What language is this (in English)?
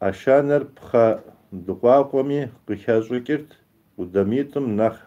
Kabardian